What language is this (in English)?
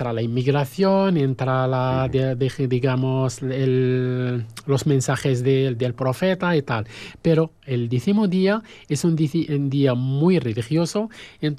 Spanish